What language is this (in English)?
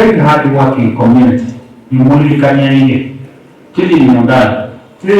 Kamba